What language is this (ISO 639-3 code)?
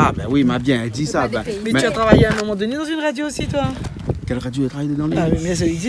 rcf